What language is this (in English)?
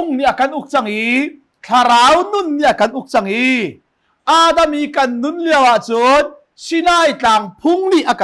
Hakha Chin